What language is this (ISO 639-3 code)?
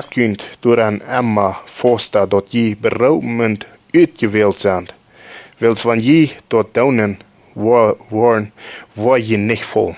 pdt